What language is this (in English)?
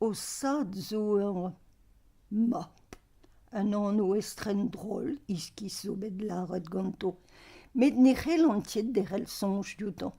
Breton